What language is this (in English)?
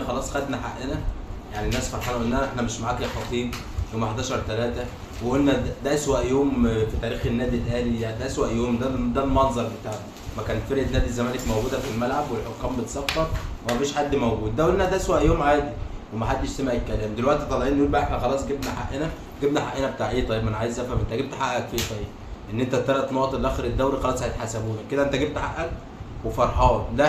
Egyptian Arabic